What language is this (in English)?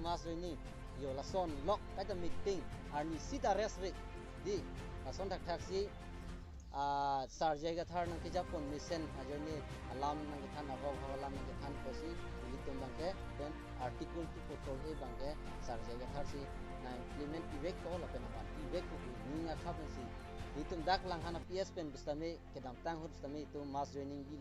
Karbi